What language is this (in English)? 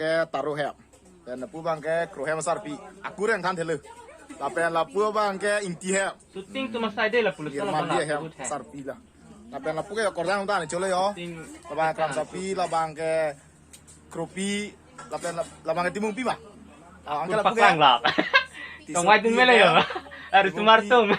Karbi